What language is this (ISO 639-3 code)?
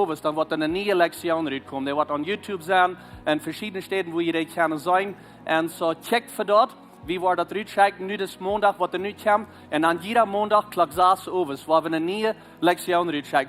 pdt